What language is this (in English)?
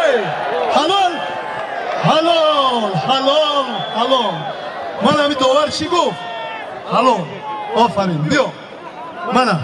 Tajik